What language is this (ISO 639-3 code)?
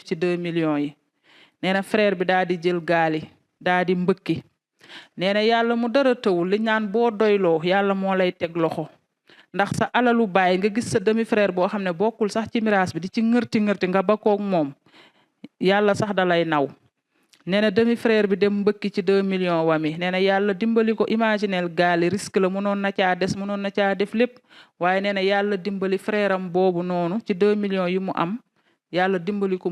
wol